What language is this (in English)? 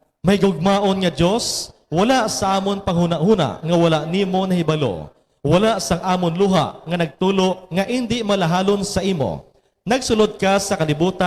Hiligaynon